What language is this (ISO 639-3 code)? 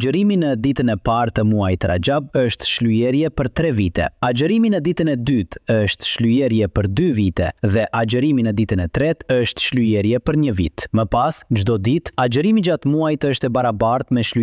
sqi